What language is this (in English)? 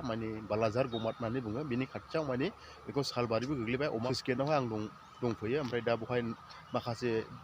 Bodo